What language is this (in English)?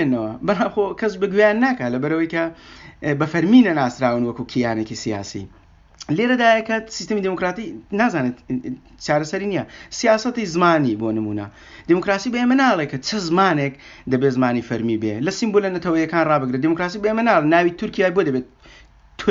Central Kurdish